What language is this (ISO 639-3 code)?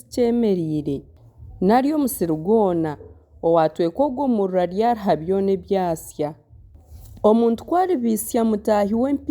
nyn